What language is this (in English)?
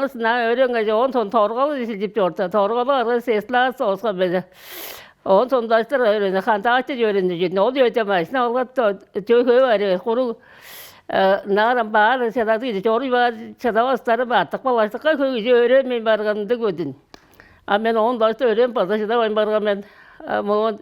Tuvinian